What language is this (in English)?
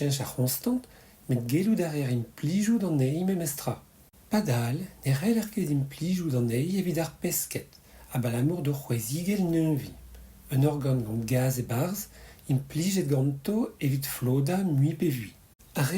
Breton